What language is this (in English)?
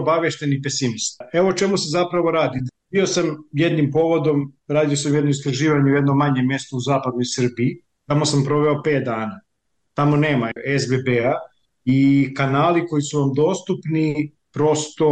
Serbian